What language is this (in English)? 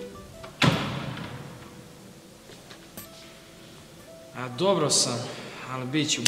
Croatian